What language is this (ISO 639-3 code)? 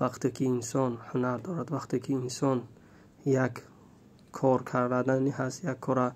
tgk